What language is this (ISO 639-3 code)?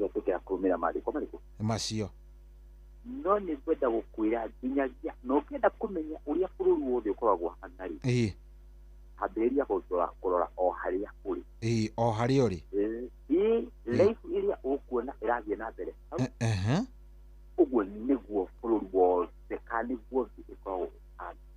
kik